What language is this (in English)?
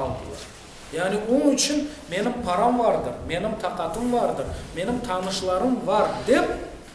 Crimean Tatar